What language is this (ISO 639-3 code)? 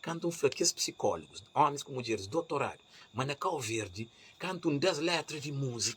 kea